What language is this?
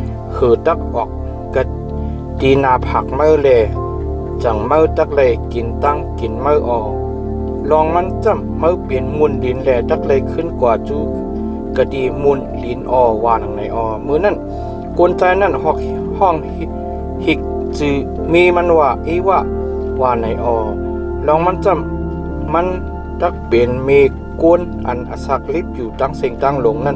Shan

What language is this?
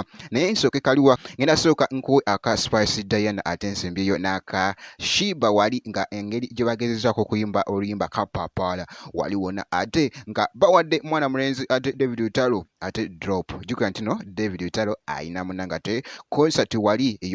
Ganda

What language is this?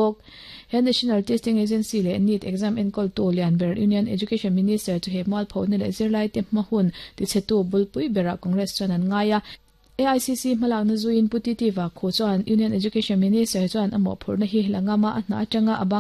Mizo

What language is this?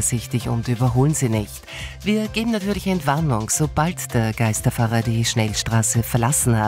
German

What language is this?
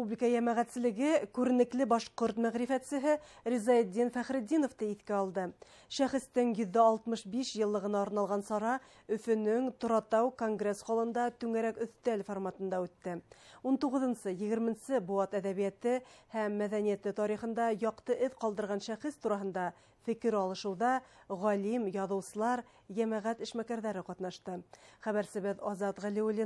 Bashkir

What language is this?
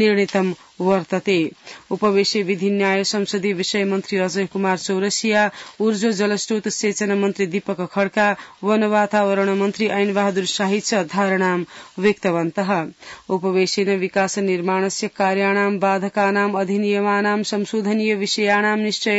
Sanskrit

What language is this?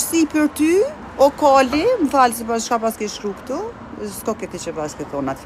Albanian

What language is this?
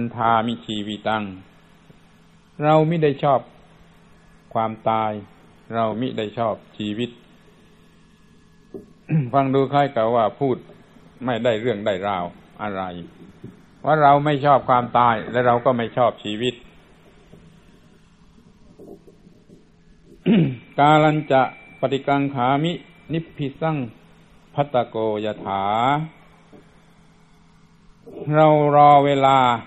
Thai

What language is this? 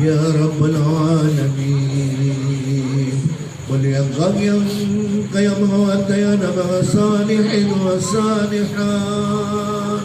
Maranao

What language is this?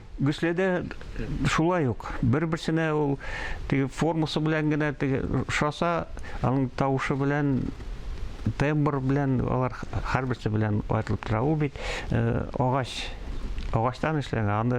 Tatar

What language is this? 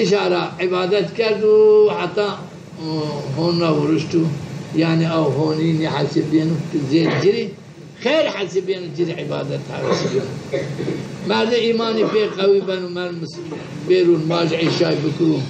Zaza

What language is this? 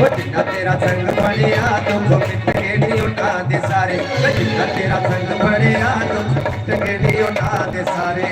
Dogri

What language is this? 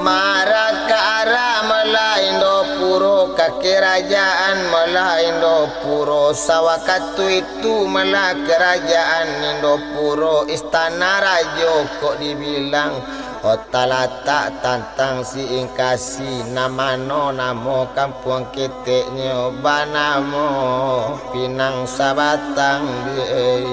Minangkabau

